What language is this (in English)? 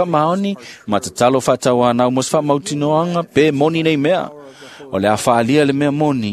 Samoan